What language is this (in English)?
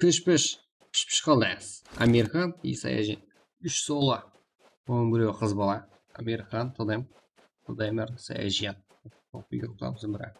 Kara-Kalpak